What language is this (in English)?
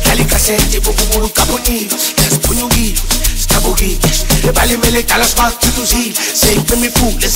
Zulu